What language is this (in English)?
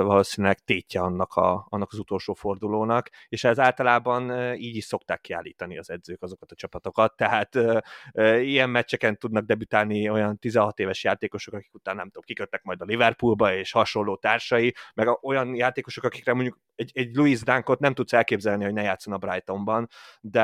Hungarian